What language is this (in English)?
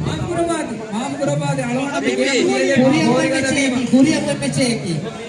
Divehi